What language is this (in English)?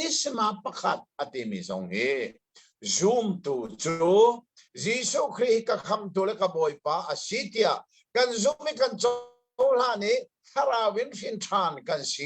Hakha Chin